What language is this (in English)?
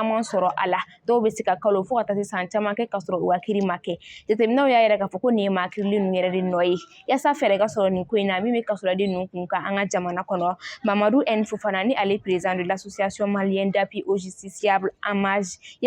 Bambara